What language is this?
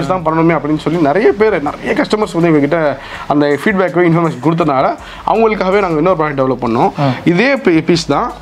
Tamil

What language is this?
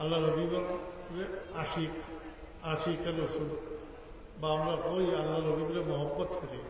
Sylheti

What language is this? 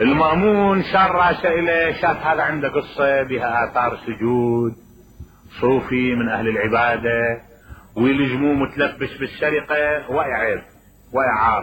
Mesopotamian Arabic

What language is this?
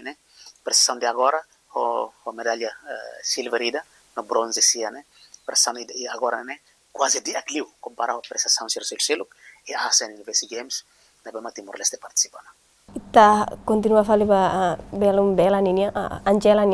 Tetum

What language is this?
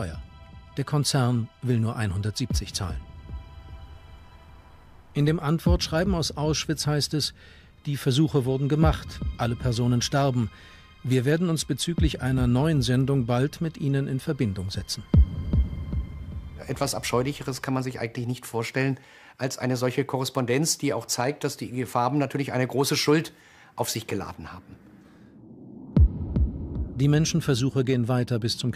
German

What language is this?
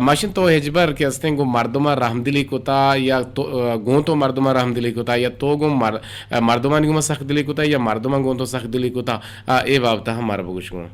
Eastern Balochi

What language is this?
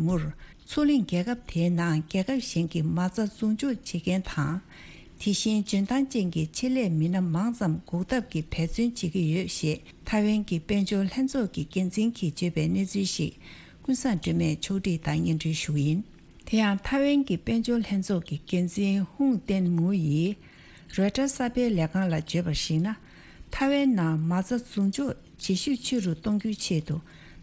Tibetan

